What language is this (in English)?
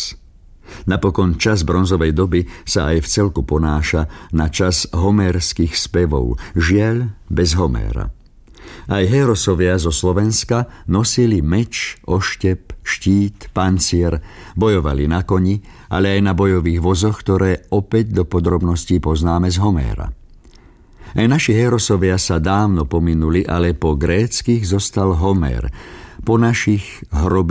Slovak